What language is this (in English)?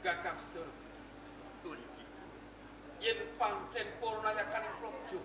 Javanese